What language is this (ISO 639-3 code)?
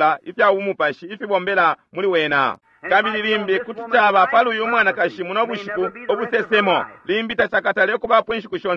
bem